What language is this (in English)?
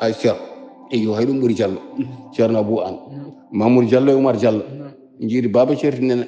Fula